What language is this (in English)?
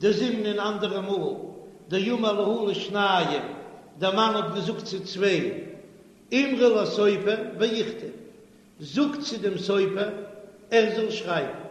Yiddish